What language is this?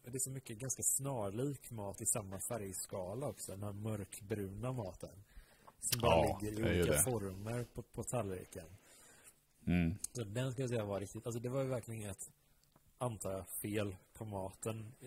Swedish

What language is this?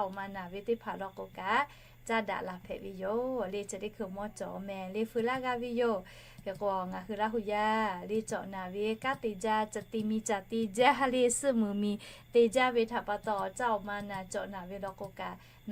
Lahu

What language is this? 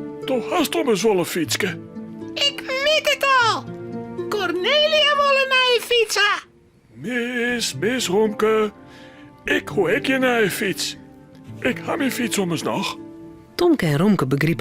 Western Frisian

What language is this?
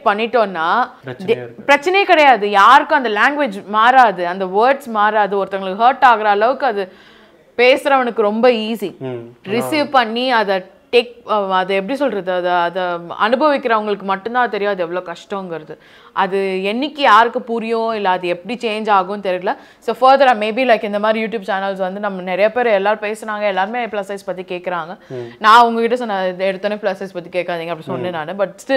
Tamil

